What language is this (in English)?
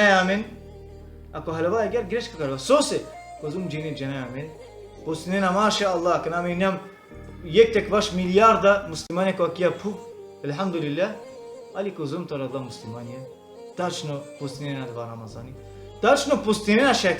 Balkan Romani